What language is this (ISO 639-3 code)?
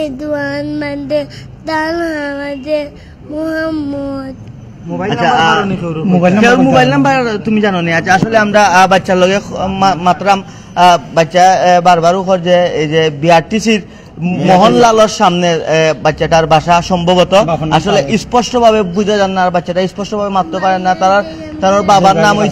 syl